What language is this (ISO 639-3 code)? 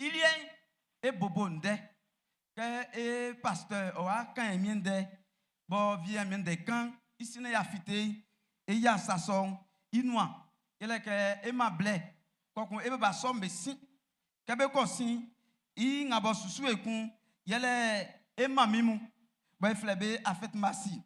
bci